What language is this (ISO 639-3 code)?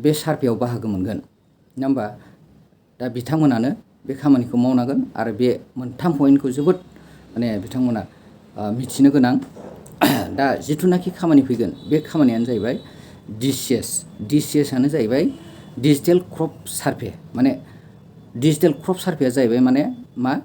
brx